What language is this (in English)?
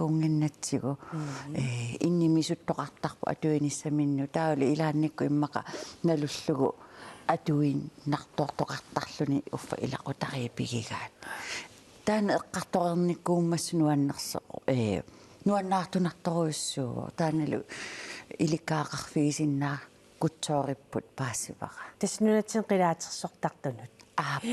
Kalaallisut